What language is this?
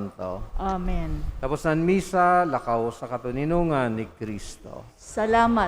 Bikol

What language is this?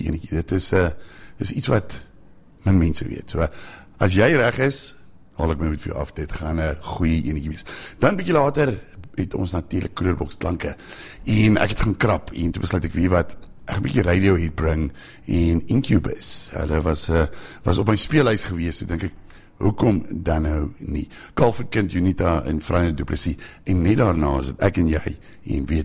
Afrikaans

